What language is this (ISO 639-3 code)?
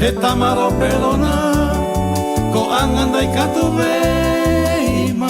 grn